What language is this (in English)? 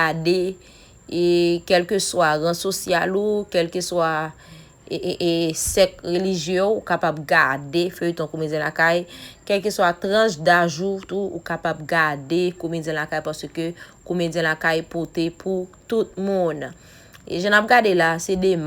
Haitian Creole